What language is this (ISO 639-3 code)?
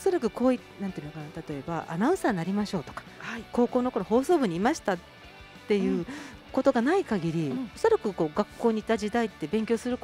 jpn